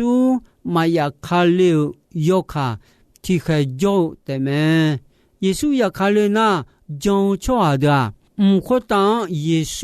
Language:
Akha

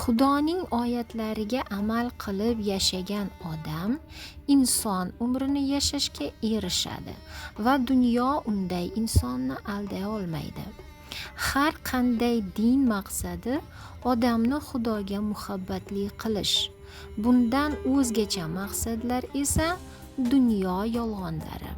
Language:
Uzbek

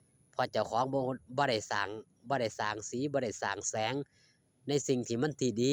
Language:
Northeastern Thai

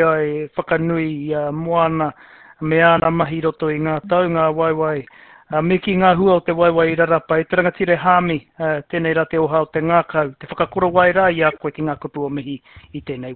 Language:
Māori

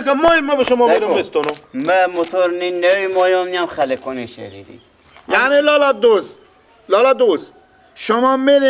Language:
Persian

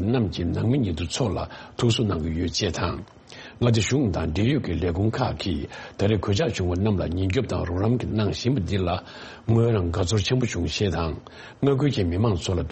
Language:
Tibetan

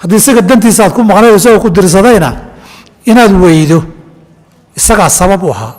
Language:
Somali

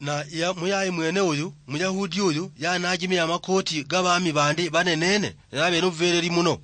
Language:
Luyia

